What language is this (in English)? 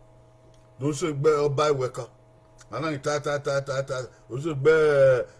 Bini